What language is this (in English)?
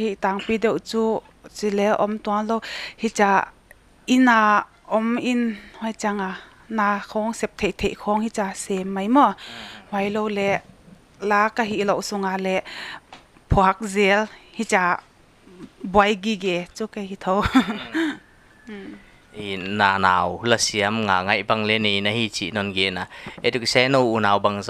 Paite Chin